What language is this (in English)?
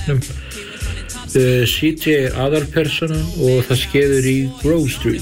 Icelandic